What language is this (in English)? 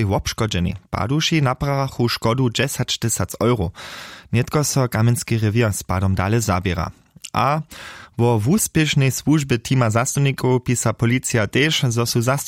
Upper Sorbian